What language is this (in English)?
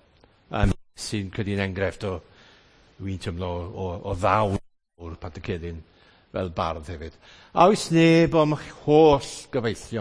Welsh